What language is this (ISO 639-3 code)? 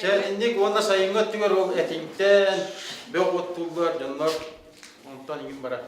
sah